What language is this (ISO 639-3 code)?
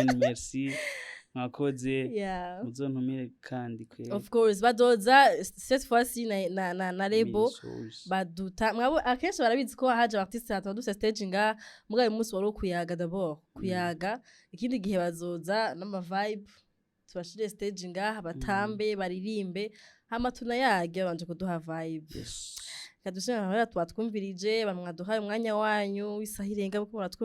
run